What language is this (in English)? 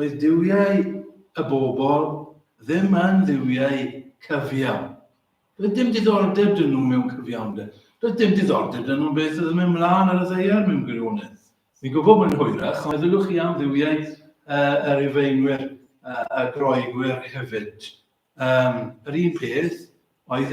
Welsh